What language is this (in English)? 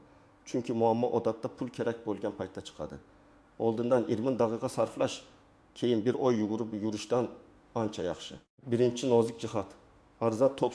Uzbek